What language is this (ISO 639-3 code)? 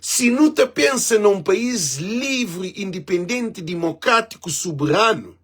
kea